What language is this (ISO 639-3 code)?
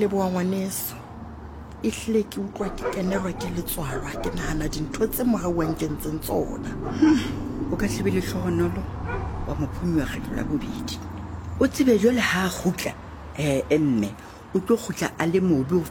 sot